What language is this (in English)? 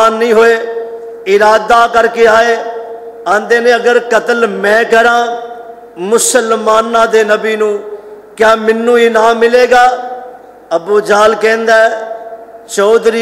Western Panjabi